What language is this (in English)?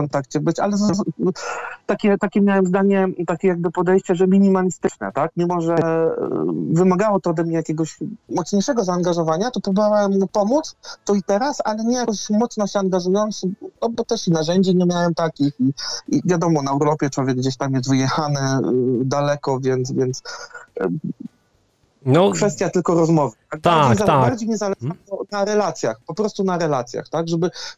Polish